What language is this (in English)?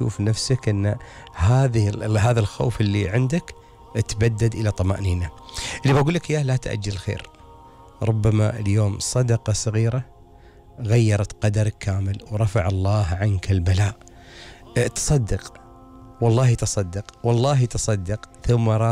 Gulf Arabic